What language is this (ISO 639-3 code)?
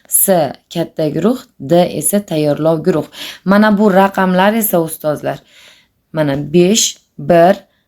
uzb